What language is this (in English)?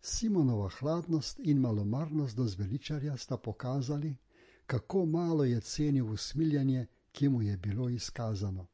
Slovenian